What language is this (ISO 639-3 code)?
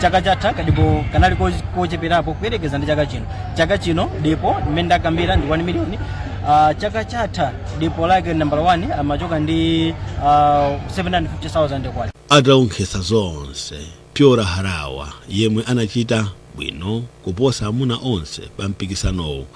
nya